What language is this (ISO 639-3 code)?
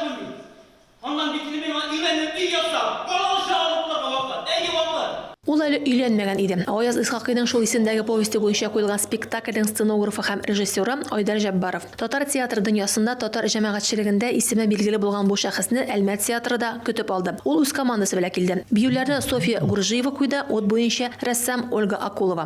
tat